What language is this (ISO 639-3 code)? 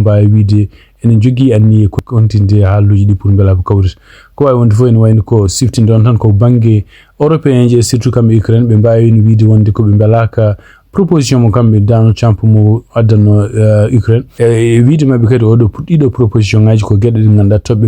ful